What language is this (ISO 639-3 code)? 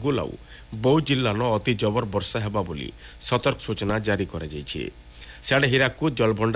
ori